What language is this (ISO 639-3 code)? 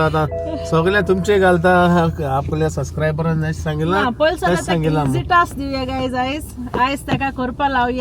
kok